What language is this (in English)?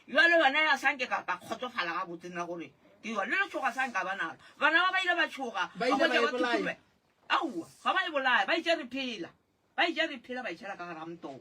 Northern Sotho